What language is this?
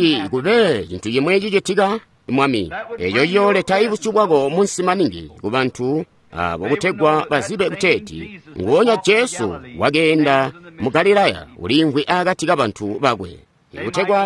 Tonga (Zambia)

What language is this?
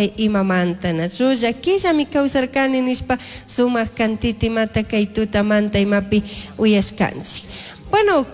Chimborazo Highland Quichua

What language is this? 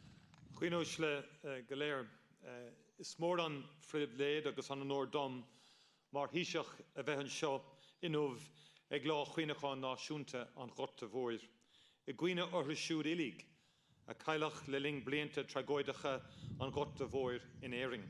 Irish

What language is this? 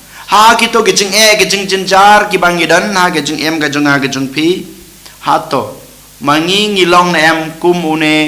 Khasi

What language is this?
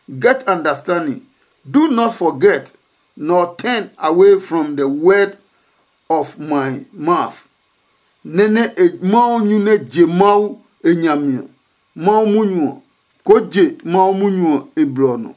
Adangme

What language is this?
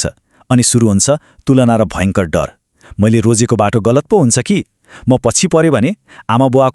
Nepali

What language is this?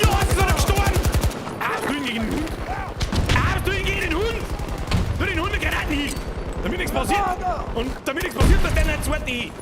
Bavarian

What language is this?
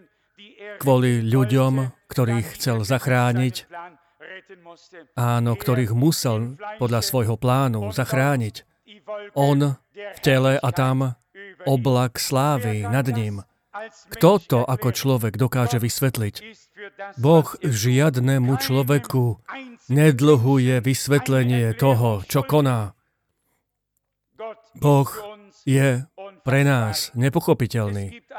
Slovak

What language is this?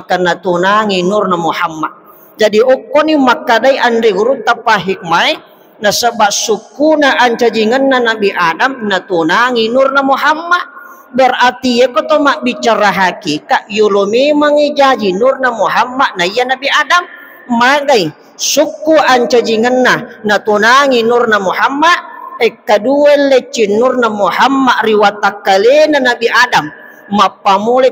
Buginese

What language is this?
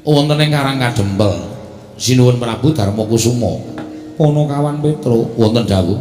Javanese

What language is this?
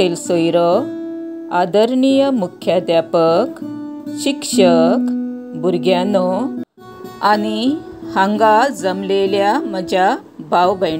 Konkani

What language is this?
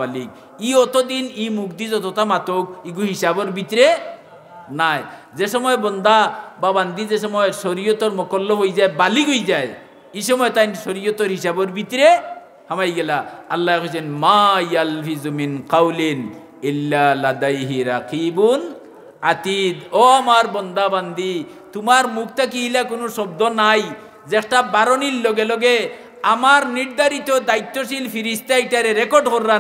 Sylheti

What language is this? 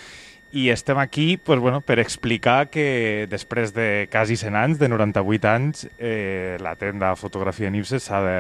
Catalan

